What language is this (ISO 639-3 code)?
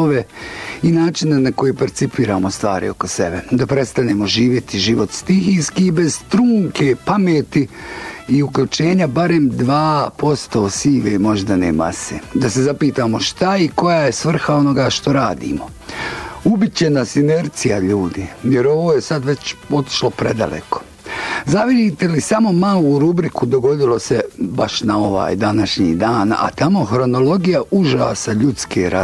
bos